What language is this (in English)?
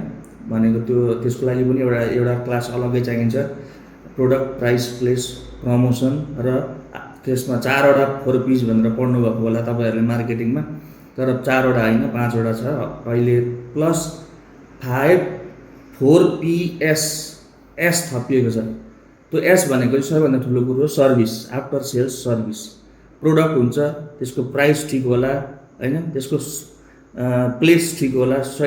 Nepali